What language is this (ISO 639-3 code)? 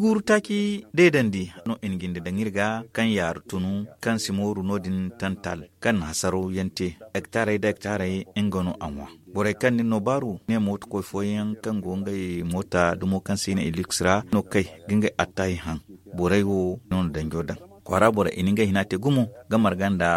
dje